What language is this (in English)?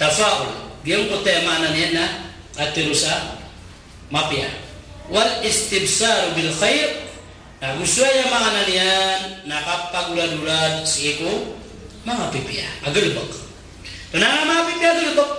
Maranao